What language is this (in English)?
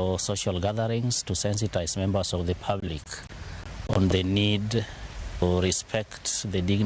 Luo (Kenya and Tanzania)